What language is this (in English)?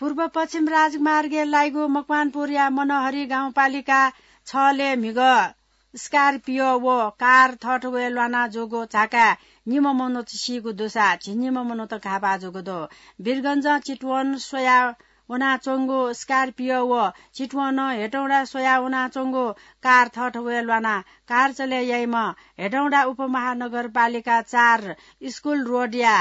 Newari